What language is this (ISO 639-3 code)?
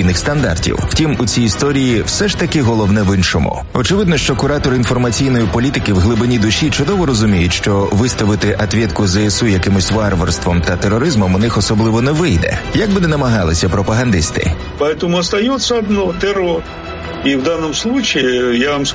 ukr